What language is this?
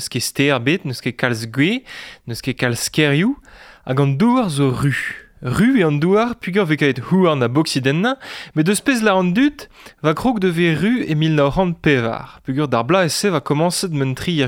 Breton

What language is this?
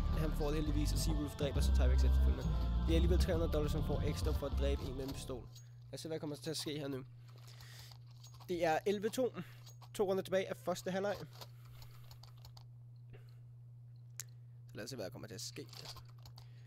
Danish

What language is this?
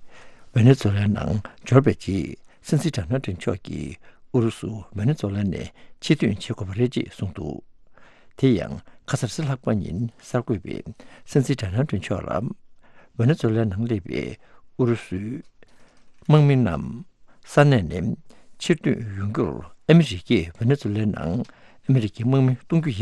Tibetan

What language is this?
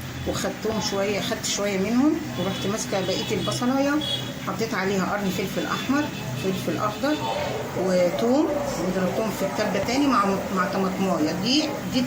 Egyptian Arabic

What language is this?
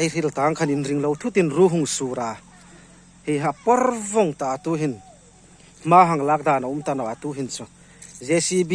Hmar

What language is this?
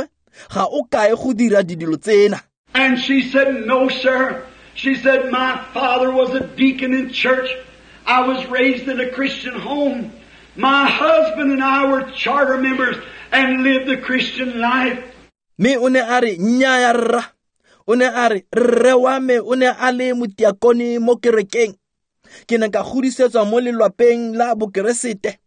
Tswana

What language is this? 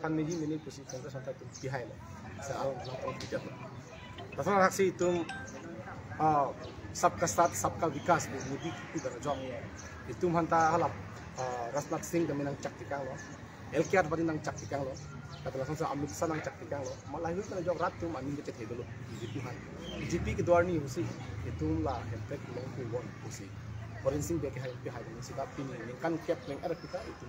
Karbi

